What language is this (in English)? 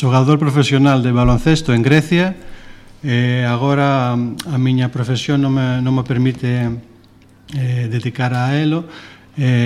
Galician